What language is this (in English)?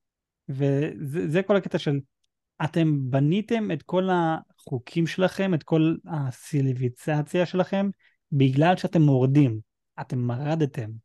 Hebrew